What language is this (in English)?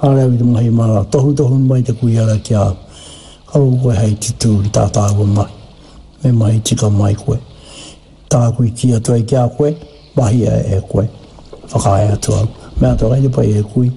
Māori